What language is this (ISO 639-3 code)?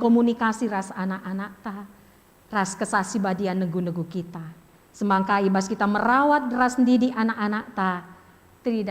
btx